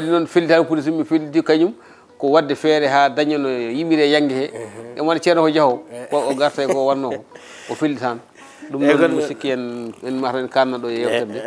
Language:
Fula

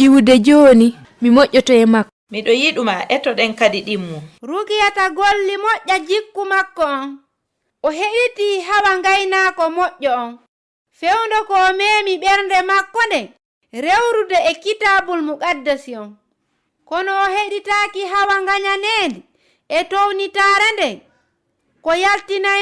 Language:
Fula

